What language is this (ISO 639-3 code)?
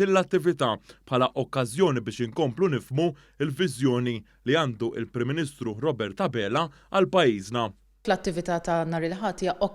mlt